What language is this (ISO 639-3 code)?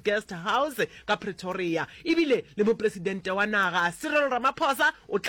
nso